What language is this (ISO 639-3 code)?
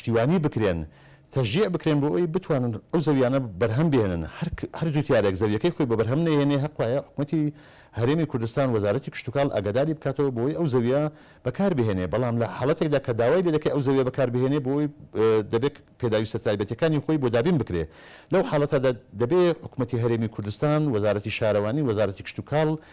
ckb